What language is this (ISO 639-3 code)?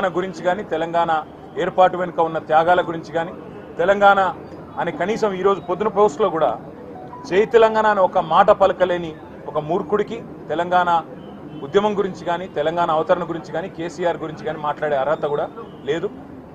tel